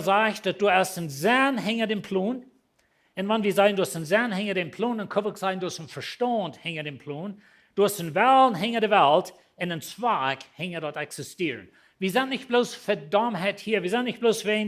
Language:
Plautdietsch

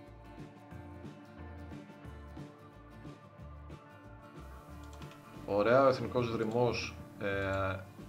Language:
Greek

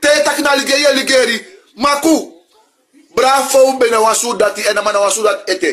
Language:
Sranan Tongo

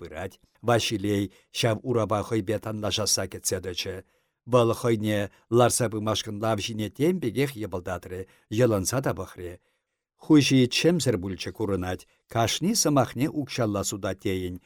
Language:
Chuvash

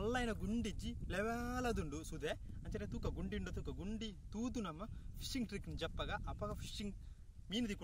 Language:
Tulu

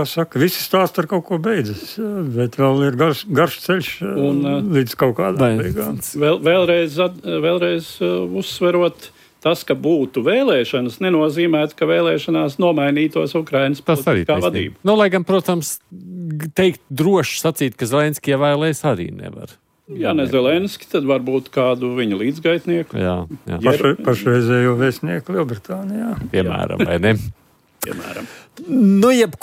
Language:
Latvian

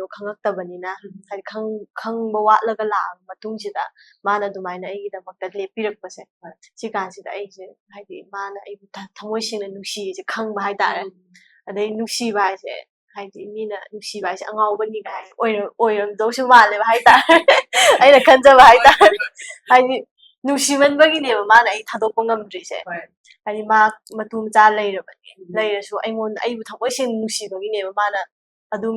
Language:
Manipuri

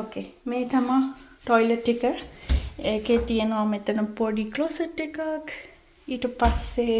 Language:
Sinhala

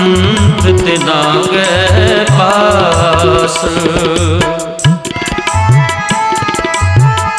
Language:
Hindi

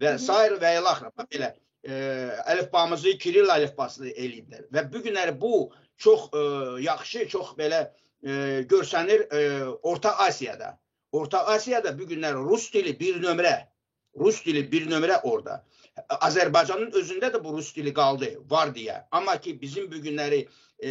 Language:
Crimean Tatar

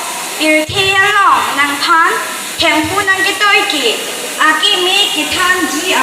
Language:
Karbi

